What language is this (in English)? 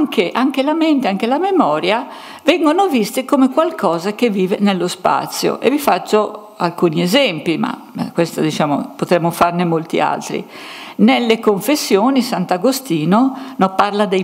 Italian